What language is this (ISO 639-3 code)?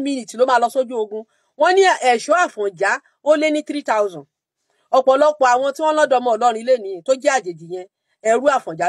yor